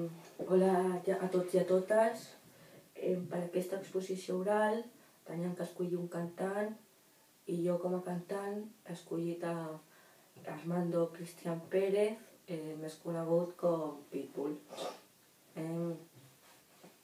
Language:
Catalan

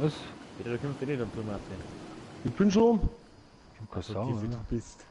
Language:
Bavarian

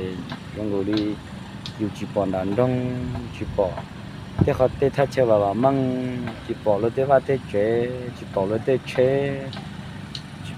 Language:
Hmong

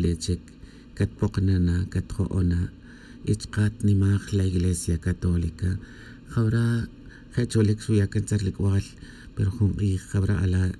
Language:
Kaqchikel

